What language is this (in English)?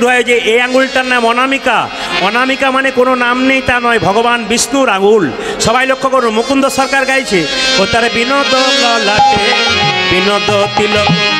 Bangla